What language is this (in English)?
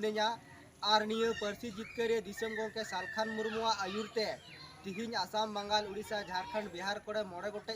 Santali